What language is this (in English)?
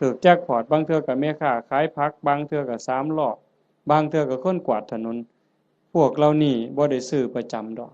Northeastern Thai